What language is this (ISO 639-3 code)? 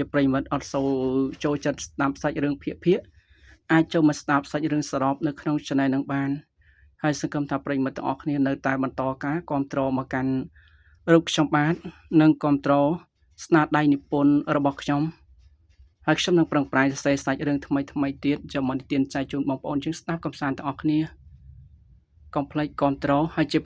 khm